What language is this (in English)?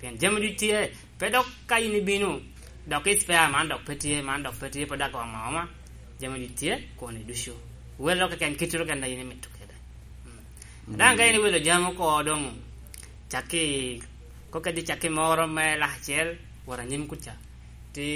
Lango (Uganda)